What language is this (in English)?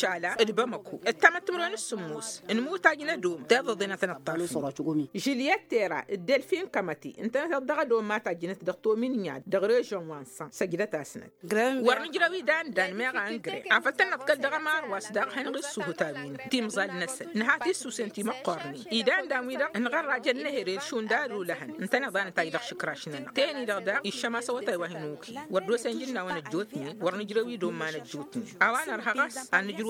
Tamasheq